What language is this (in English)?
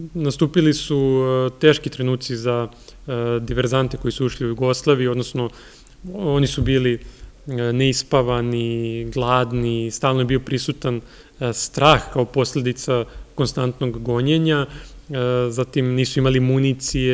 Serbian